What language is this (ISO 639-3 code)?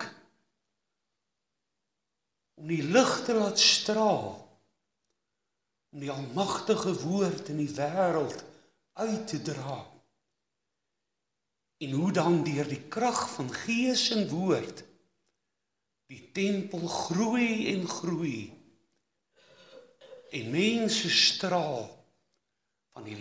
afr